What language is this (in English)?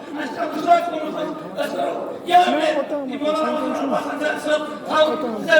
Kashmiri